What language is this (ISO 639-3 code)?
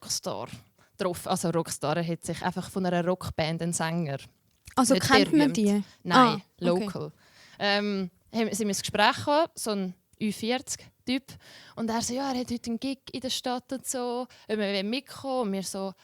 gsw